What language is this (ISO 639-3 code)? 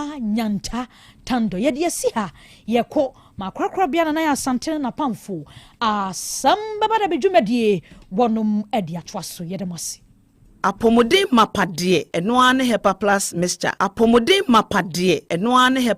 aka